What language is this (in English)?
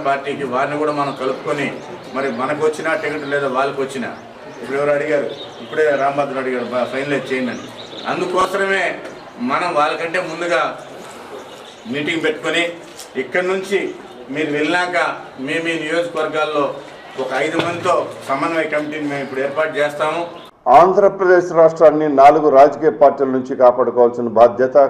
Telugu